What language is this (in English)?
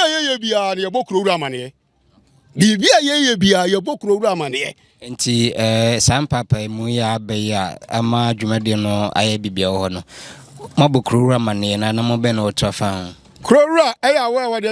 Akan